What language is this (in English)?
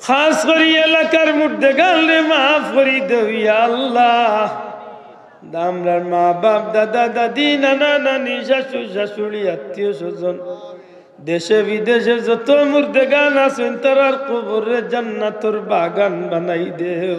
Sylheti